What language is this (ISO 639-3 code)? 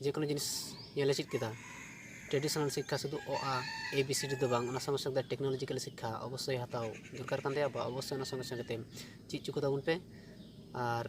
sat